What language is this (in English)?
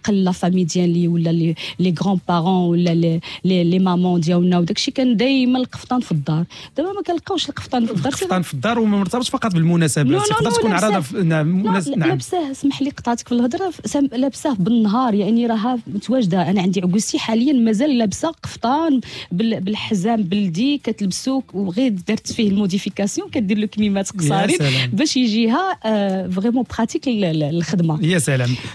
Moroccan Arabic